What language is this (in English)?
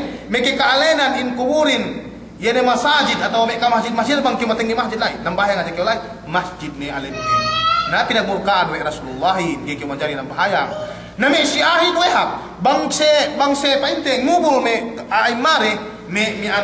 Yakan